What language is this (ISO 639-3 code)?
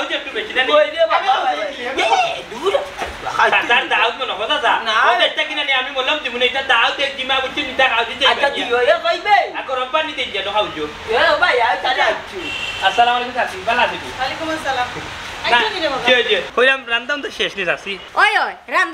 syl